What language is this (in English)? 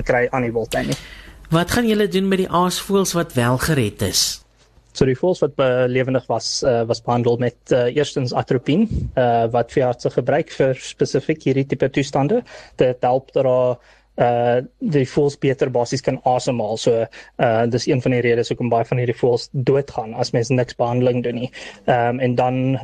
Afrikaans